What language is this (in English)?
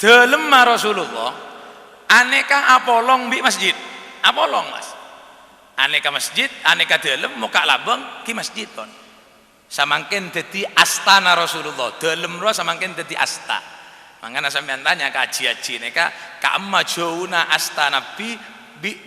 Madurese